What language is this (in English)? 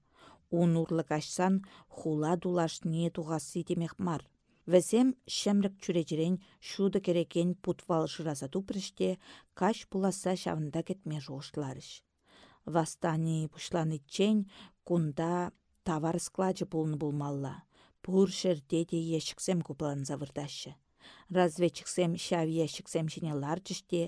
Chuvash